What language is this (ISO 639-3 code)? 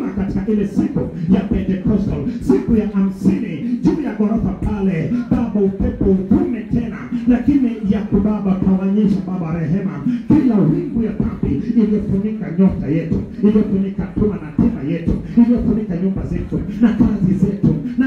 swa